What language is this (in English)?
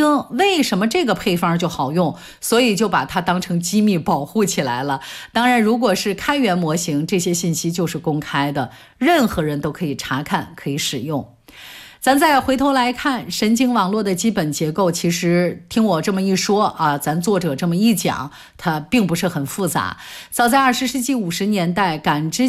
Chinese